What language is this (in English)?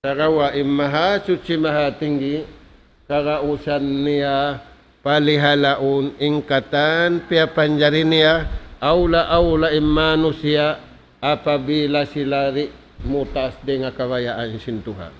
Tausug